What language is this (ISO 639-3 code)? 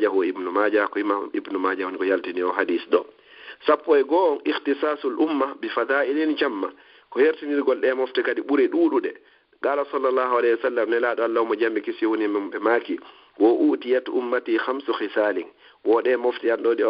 ful